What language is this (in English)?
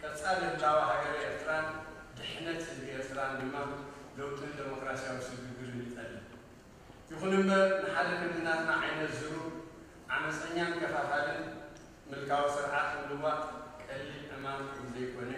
Tigrinya